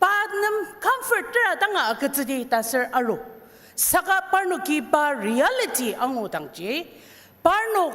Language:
Ao Naga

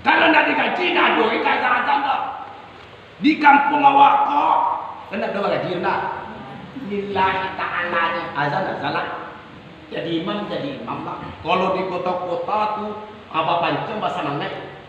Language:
Minangkabau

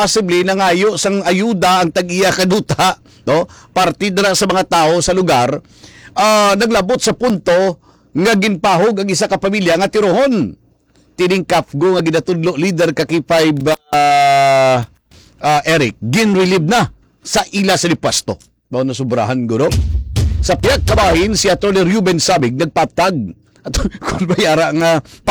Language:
Hiligaynon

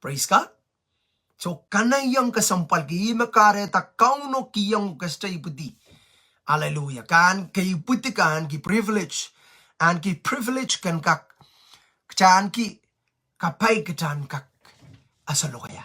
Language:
Pohnpeian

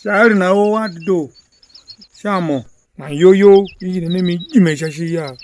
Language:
Tiv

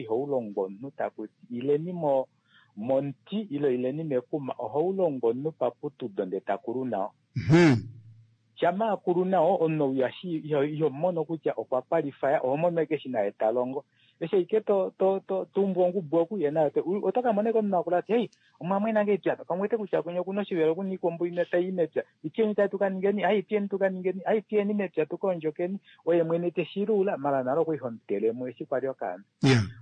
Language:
Kuanyama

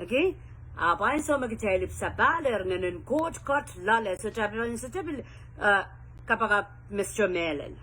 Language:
Pohnpeian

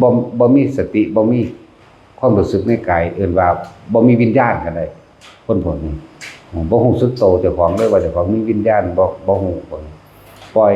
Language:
Northeastern Thai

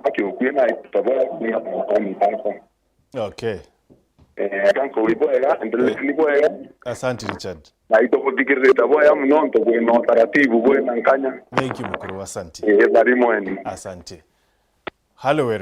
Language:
Meru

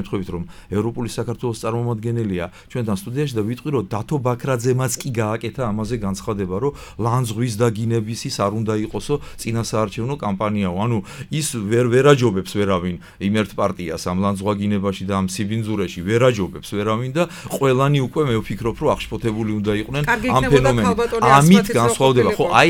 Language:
Georgian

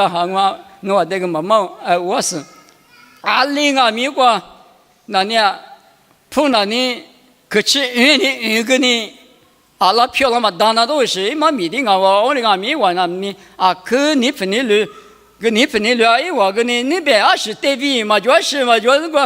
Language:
Lisu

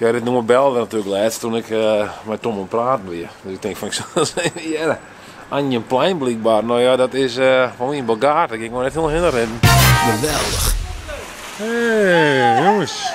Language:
Western Frisian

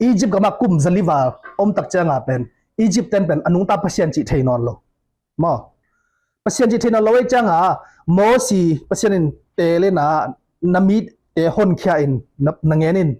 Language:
Tedim Chin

